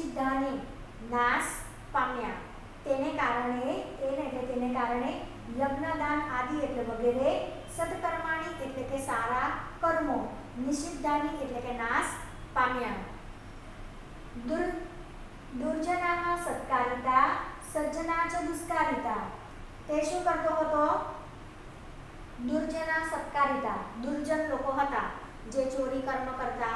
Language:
Gujarati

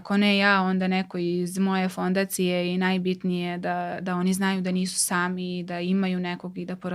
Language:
Macedonian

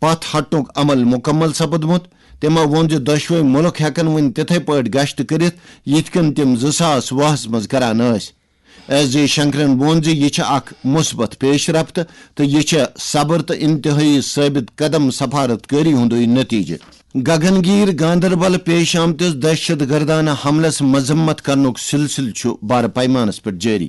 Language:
Kashmiri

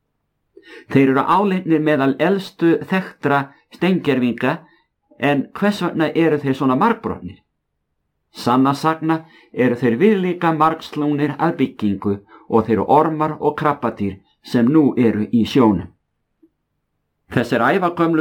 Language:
Icelandic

